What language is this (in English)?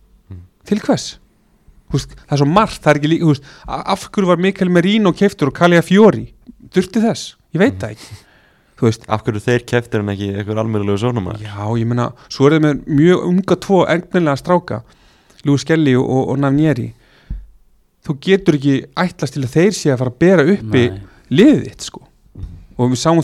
Icelandic